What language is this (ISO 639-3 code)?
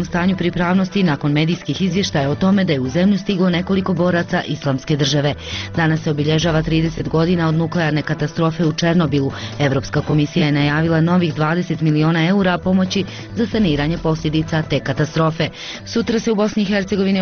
bos